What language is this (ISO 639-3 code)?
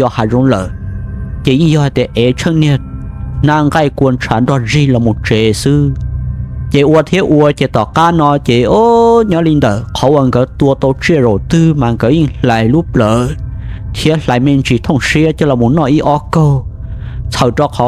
hmn